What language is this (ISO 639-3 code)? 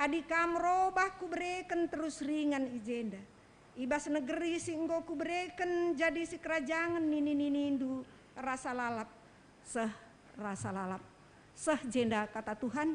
btx